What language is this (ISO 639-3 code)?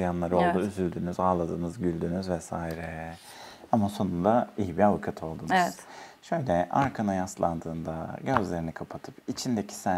tur